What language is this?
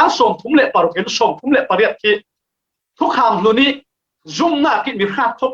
Falam Chin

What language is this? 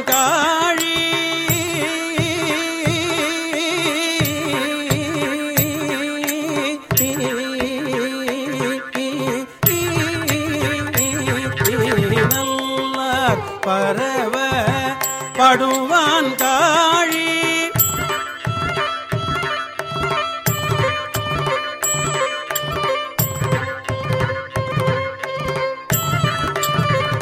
Tamil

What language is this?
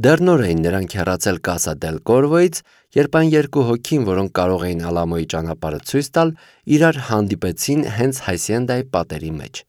Armenian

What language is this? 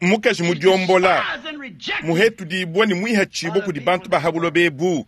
Luba-Lulua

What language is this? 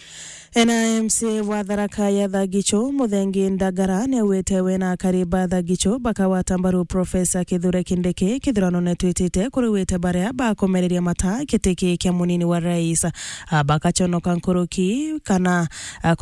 Meru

